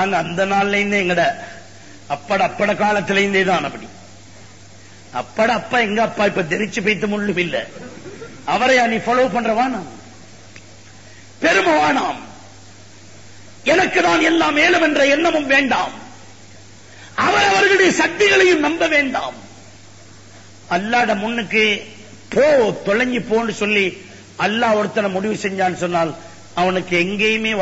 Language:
Tamil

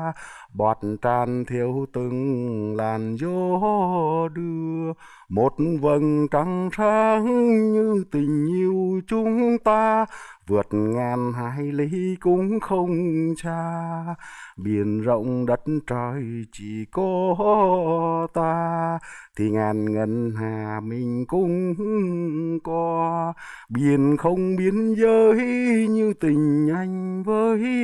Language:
Vietnamese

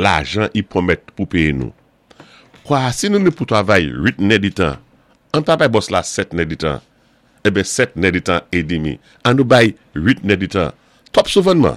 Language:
Saint Lucian Creole French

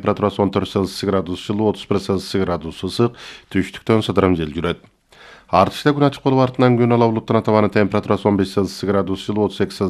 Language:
Kyrgyz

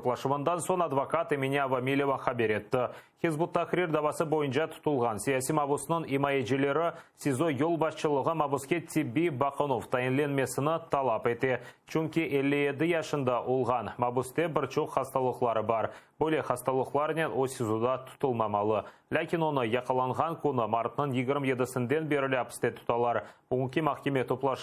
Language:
Crimean Tatar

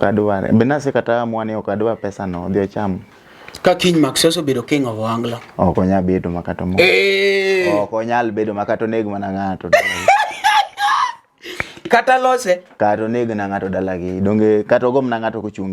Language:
Luo (Kenya and Tanzania)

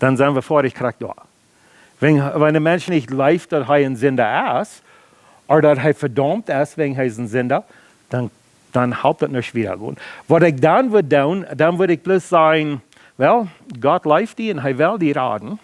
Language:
Plautdietsch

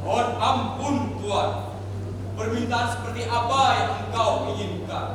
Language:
Banjar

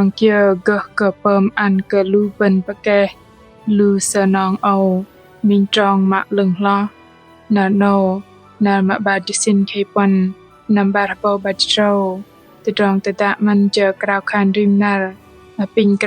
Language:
Bahnar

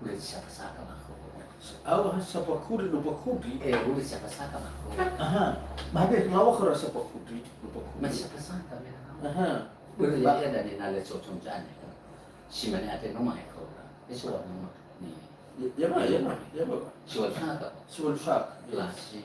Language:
Nias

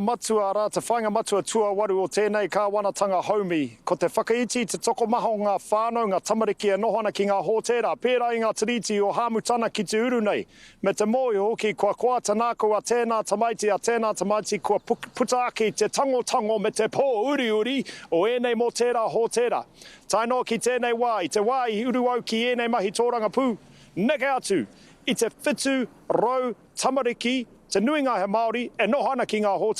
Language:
Māori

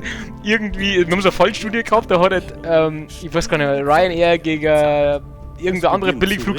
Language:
Bavarian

